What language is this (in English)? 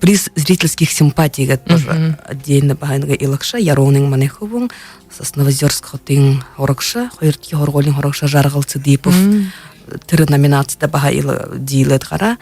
Buriat